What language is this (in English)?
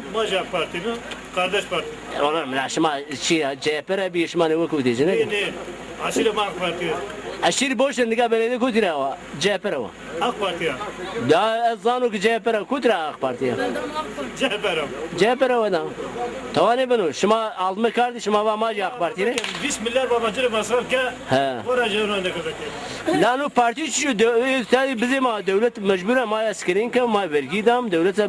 Zaza